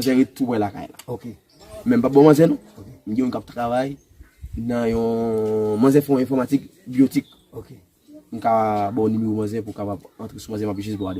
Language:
Haitian Creole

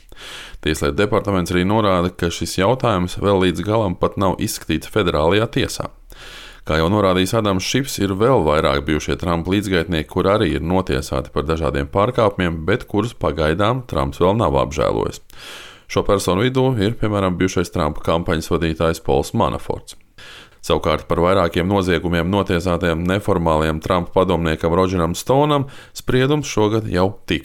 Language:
Latvian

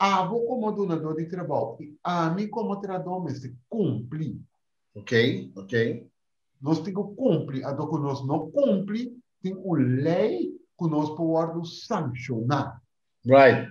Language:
Papiamento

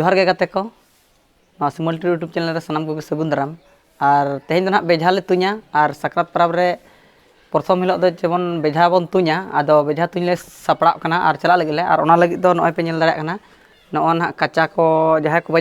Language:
Santali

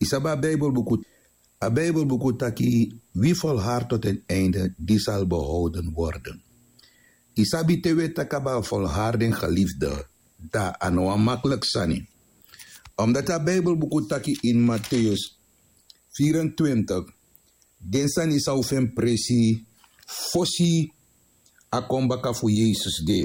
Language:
Sranan Tongo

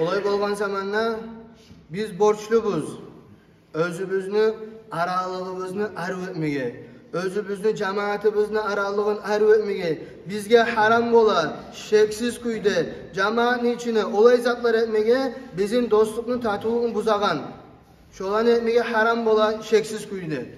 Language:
Kumyk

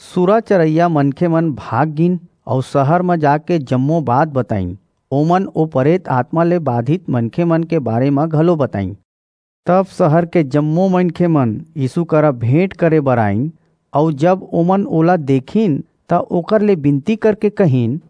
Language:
Chhattisgarhi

